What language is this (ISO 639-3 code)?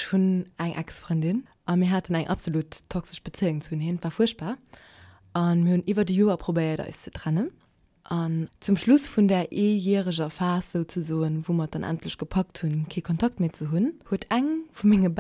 ltz